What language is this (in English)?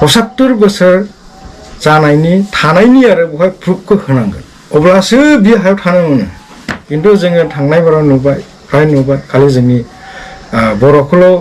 Bodo